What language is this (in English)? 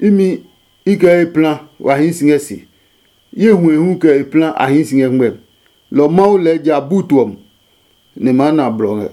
Adangme